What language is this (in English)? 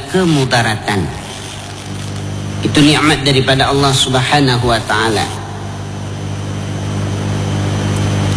Malay